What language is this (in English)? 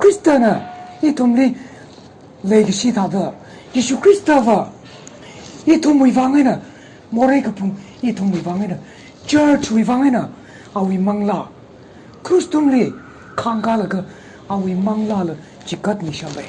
Tangkhul Naga (India)